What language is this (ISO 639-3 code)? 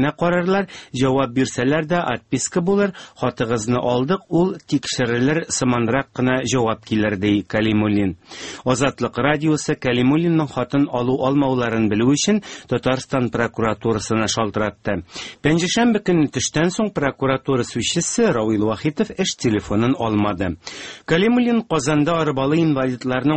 tat